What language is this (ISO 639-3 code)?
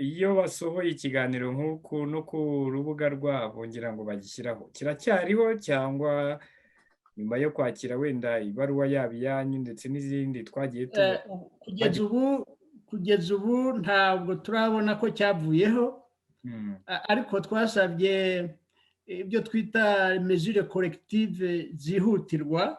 kin